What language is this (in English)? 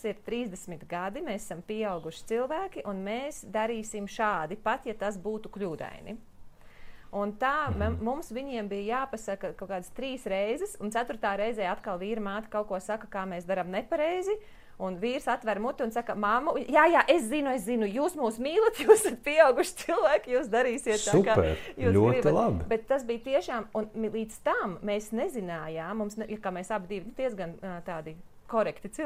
Latvian